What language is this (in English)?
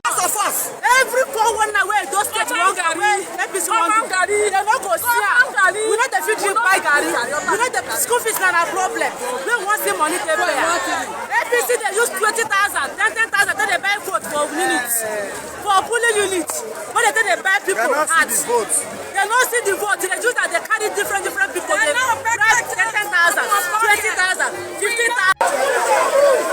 Nigerian Pidgin